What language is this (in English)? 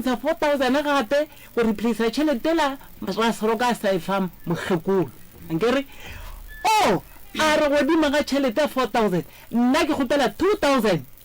Northern Sotho